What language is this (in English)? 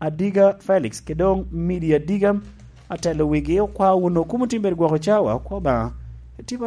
Lango (Uganda)